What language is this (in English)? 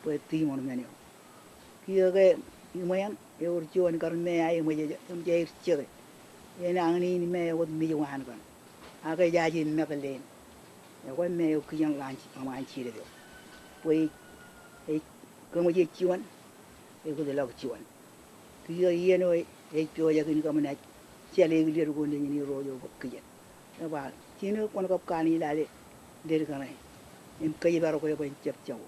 Marshallese